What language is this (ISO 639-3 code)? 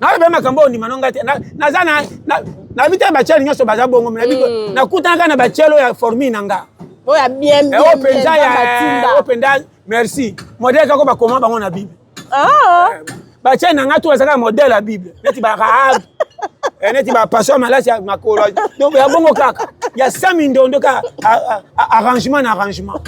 lin